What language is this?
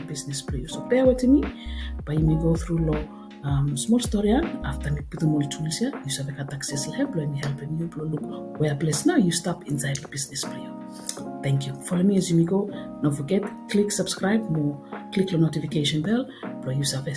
Bislama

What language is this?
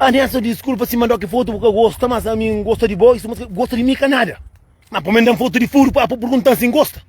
Kabuverdianu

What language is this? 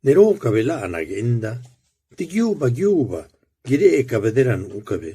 Zapotec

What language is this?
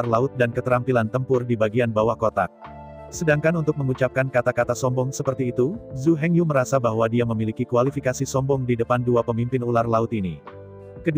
Indonesian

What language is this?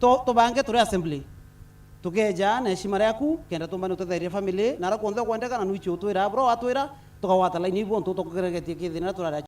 Meru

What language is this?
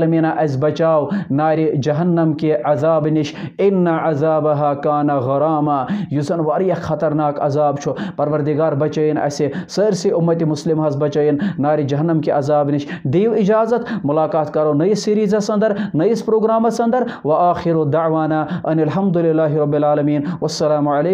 Kashmiri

